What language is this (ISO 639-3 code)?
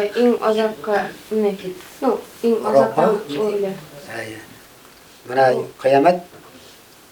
bak